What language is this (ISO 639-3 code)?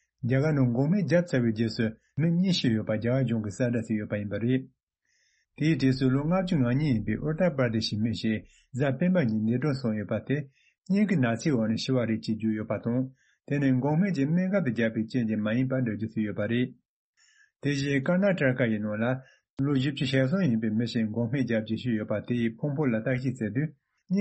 bod